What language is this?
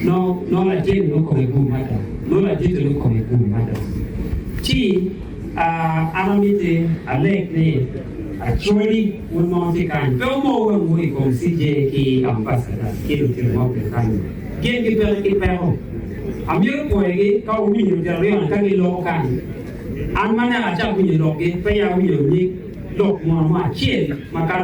Acoli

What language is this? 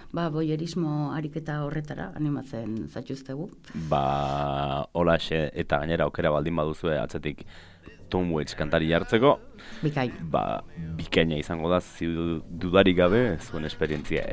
Basque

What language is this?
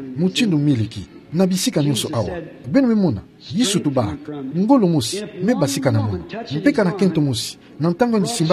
Kituba (Democratic Republic of Congo)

